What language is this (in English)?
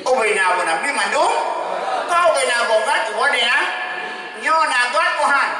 Achinese